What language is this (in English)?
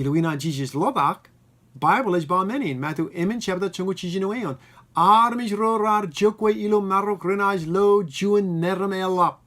Marshallese